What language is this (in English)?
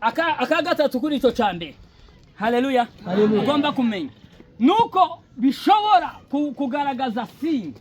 Kinyarwanda